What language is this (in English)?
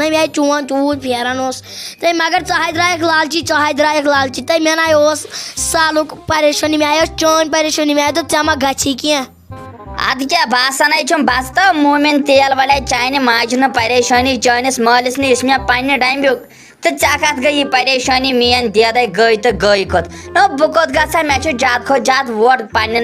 Kashmiri